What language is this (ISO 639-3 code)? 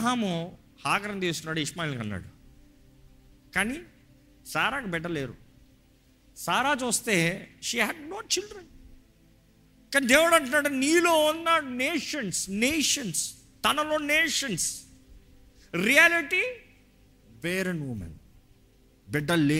tel